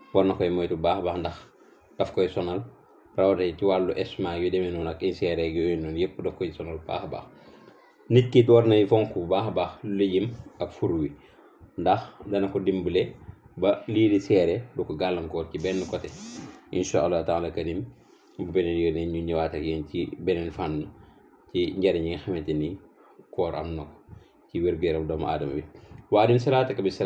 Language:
Wolof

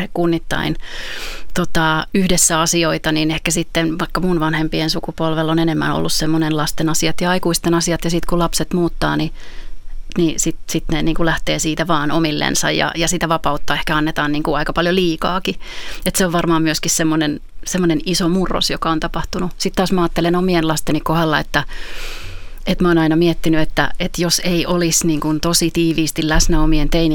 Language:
Finnish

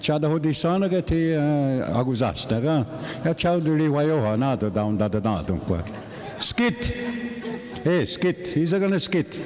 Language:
Mohawk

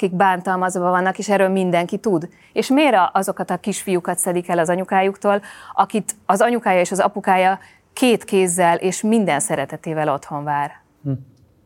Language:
Hungarian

